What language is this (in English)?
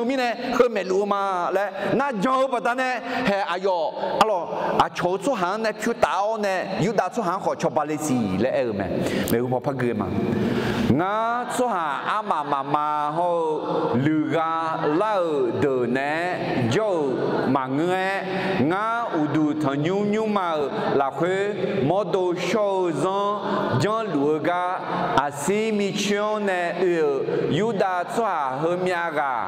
Akha